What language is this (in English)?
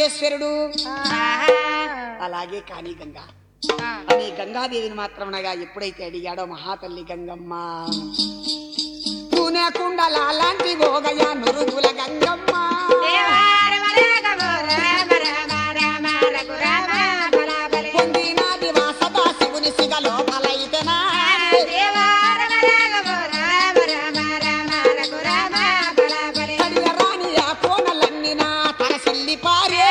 Telugu